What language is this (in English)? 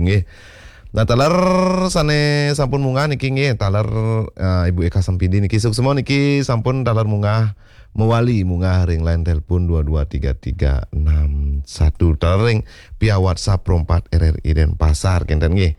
Balinese